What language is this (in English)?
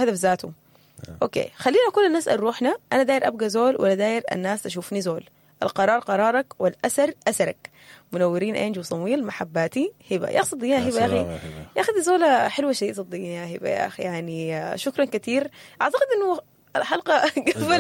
Sudanese Arabic